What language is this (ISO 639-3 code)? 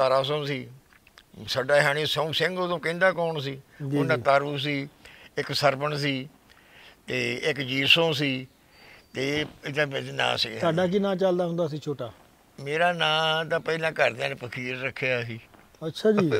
pan